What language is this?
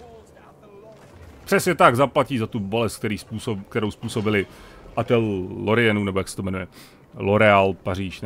Czech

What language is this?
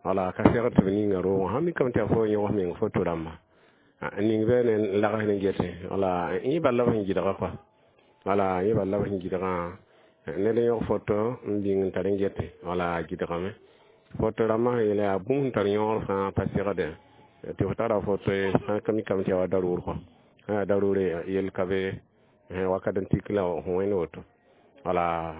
Mossi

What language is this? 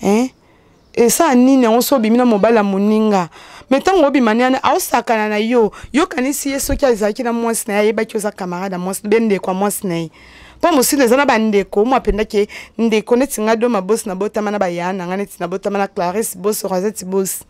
Lingala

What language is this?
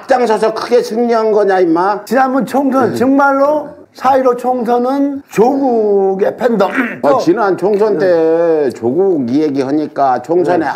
Korean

